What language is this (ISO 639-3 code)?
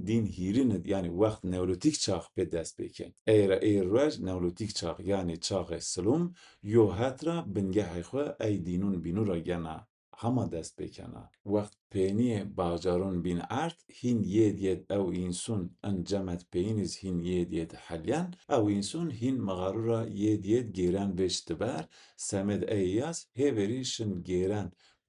zza